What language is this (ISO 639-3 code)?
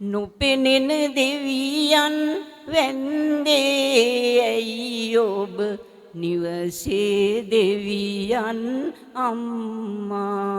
sin